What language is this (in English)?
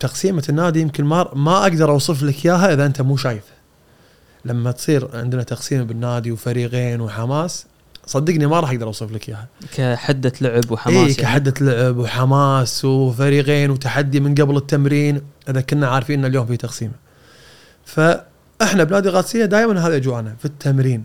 Gulf Arabic